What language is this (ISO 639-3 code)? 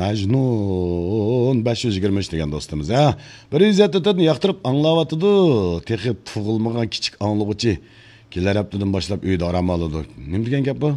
uig